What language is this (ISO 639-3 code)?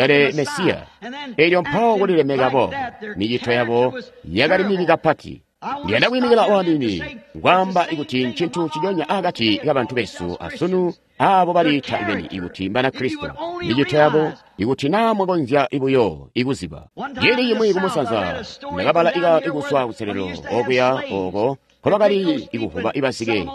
toi